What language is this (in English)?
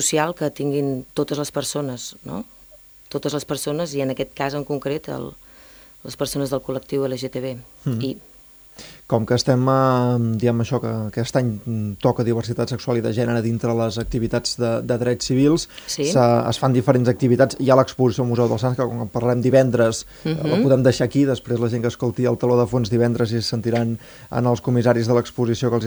Catalan